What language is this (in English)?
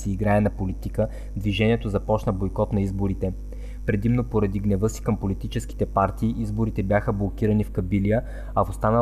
Bulgarian